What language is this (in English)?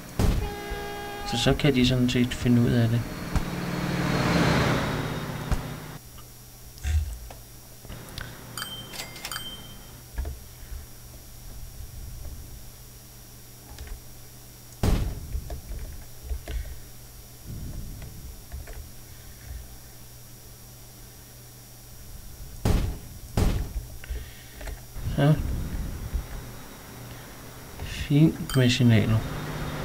Danish